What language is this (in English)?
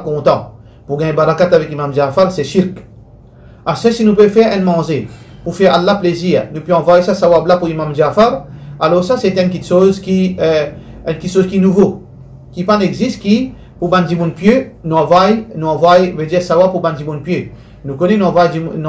Morisyen